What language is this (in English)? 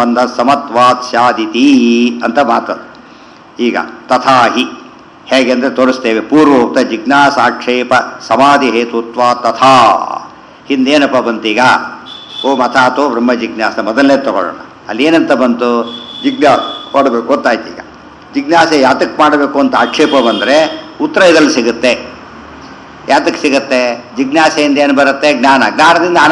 Kannada